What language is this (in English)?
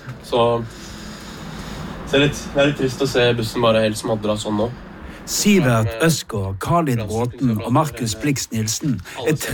Norwegian